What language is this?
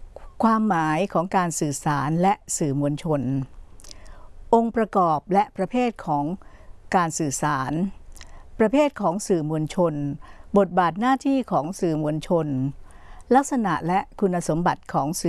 Thai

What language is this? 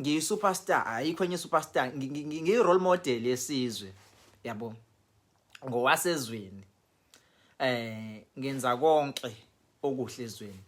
Zulu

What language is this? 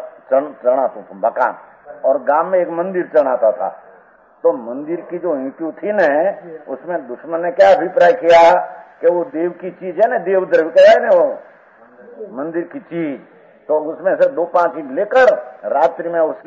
Gujarati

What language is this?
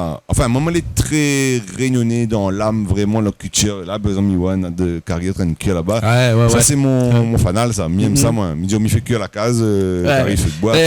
Réunion Creole French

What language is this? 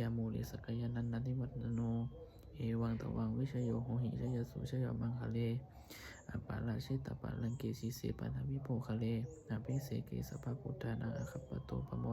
Pali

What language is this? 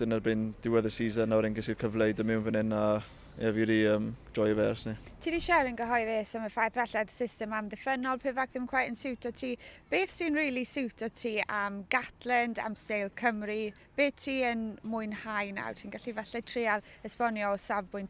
Welsh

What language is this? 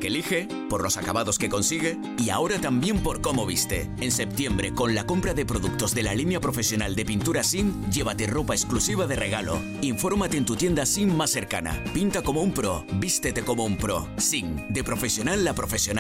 Spanish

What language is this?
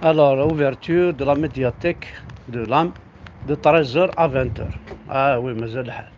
Kabyle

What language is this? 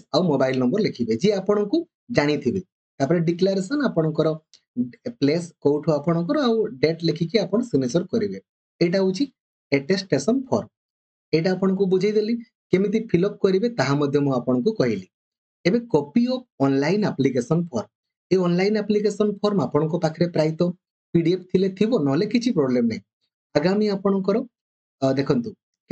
Odia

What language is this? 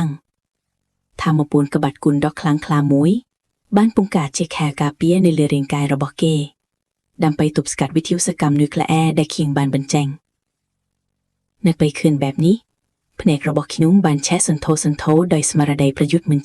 Khmer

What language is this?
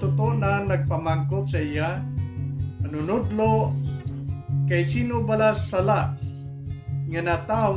Hiligaynon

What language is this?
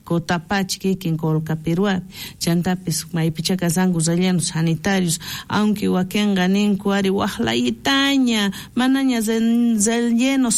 South Bolivian Quechua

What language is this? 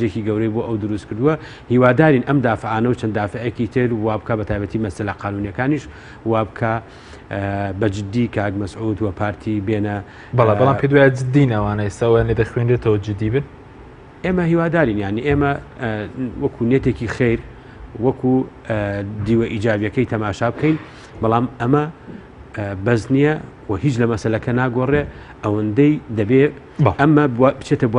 Central Kurdish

